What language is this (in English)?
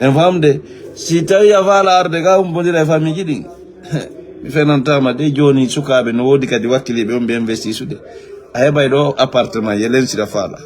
Fula